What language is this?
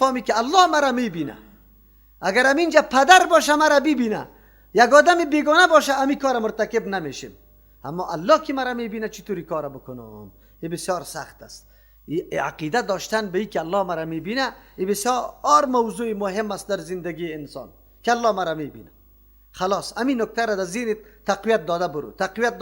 Persian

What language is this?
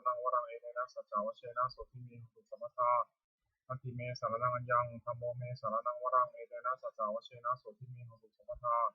Pali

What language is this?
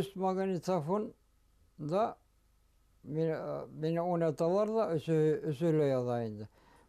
Bashkir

